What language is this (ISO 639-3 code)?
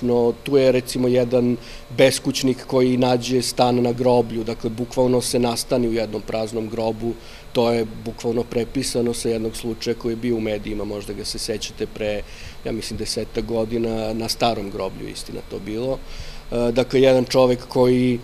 srp